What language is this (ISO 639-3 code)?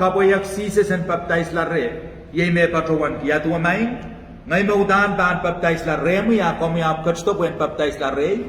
pon